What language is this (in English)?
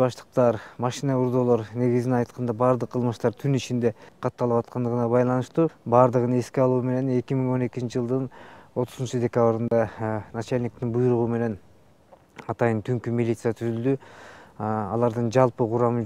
Kyrgyz